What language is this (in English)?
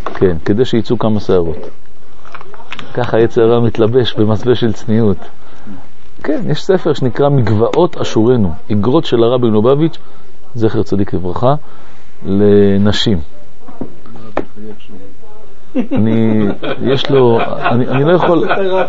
Hebrew